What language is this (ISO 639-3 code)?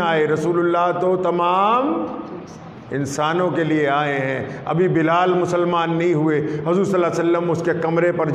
urd